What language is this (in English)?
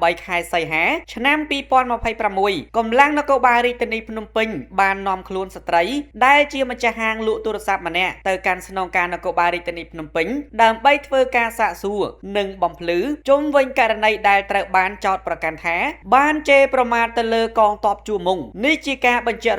Khmer